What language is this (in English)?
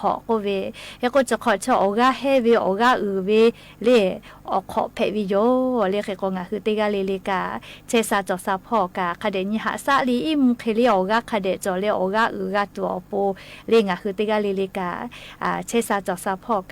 Lahu